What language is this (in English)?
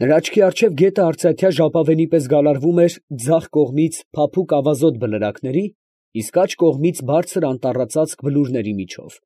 Armenian